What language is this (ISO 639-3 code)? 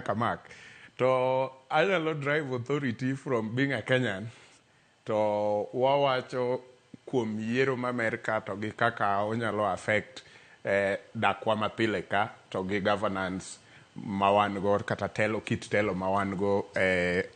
luo